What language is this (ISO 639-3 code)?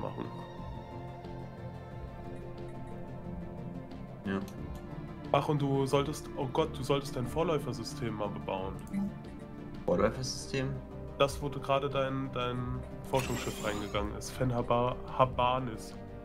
deu